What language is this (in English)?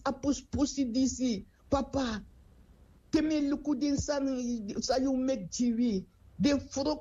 Sranan Tongo